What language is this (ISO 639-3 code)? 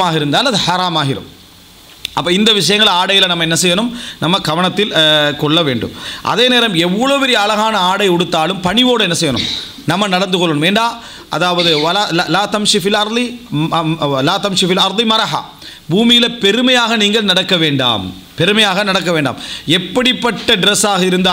tam